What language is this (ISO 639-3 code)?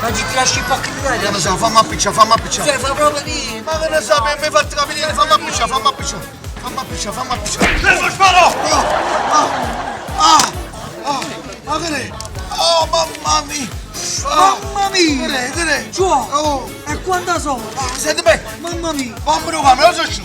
nap